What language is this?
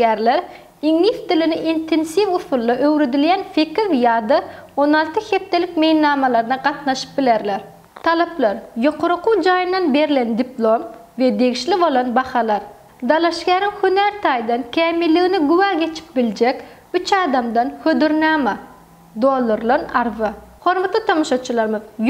Turkmen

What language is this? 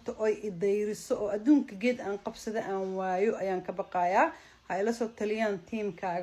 Somali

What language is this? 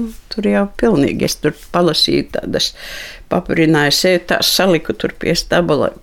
Latvian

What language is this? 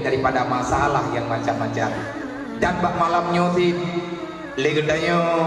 Achinese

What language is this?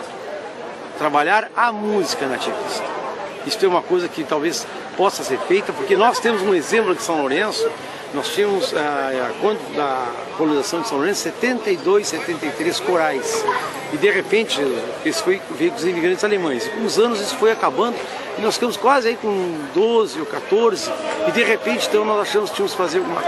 Portuguese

